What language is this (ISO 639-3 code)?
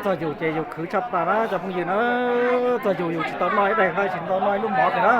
hmn